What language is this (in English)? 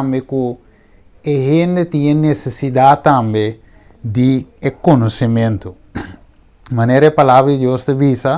Papiamento